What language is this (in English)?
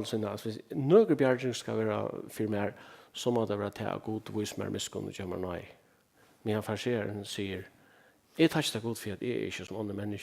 Faroese